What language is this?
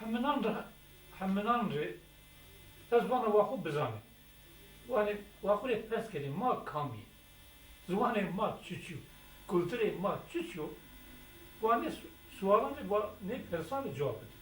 Zaza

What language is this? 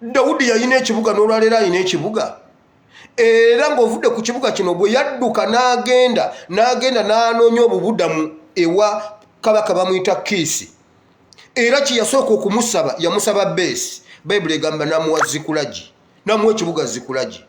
Ganda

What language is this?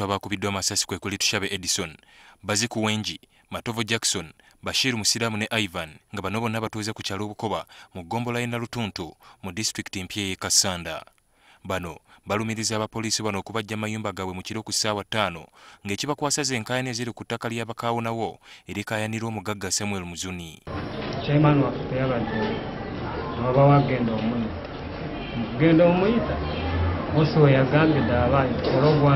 Ganda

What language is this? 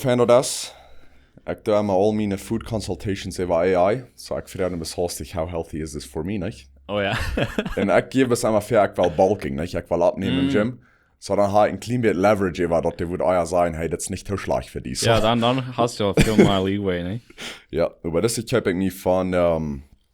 Plautdietsch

